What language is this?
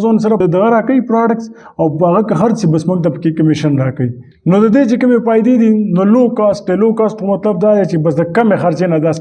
Pashto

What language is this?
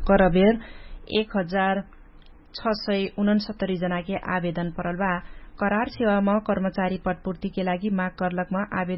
Dangaura Tharu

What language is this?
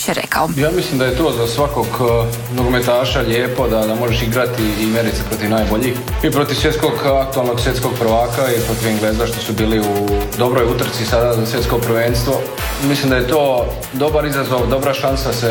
Croatian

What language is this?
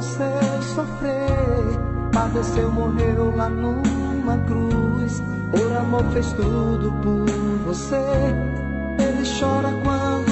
Portuguese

